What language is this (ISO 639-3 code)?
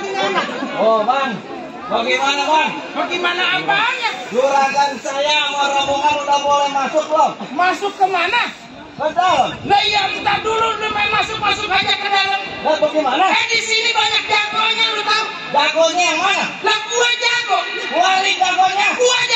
bew